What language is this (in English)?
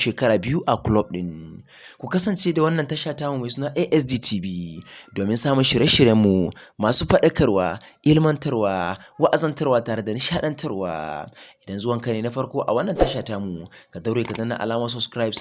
Hausa